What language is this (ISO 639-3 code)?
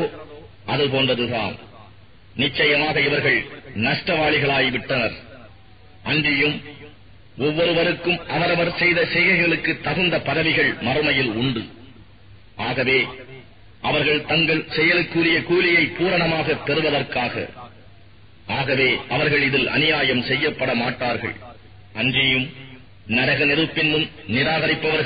tam